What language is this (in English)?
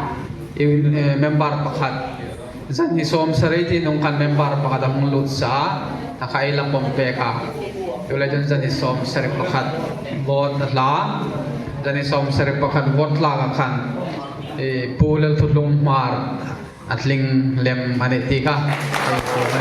Hmar